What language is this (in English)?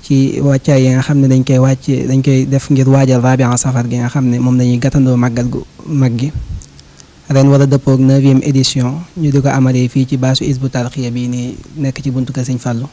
Wolof